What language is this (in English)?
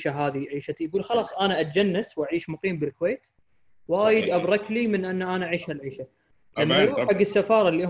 Gulf Arabic